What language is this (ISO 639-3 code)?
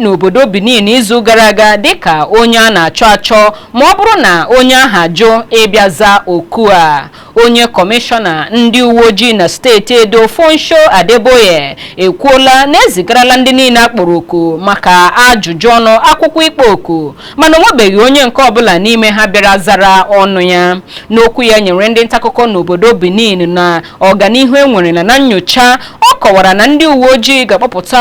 ibo